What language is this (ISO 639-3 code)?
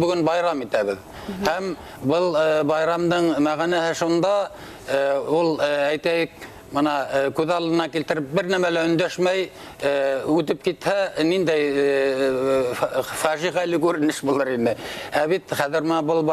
bak